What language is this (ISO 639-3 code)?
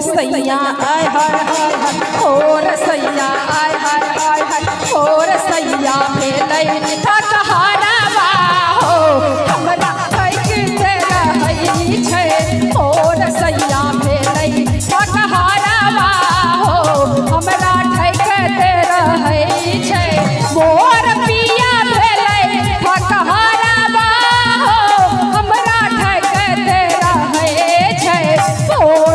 mai